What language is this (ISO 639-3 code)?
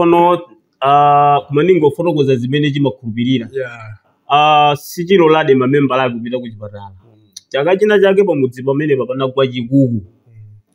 nya